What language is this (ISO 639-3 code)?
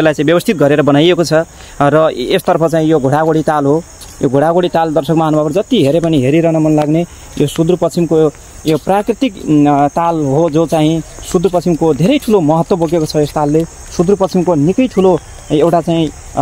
nep